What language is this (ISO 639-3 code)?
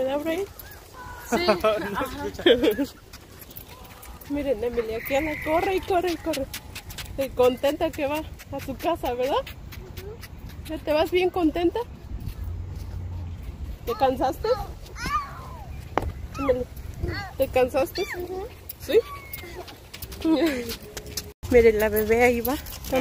spa